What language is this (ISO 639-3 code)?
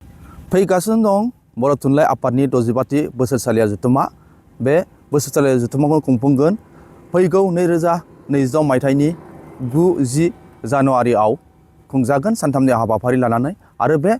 brx